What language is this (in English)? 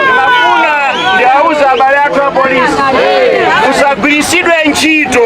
Nyanja